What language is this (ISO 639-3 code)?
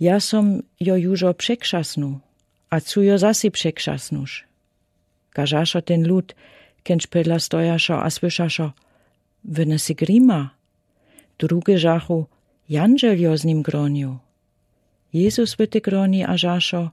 dsb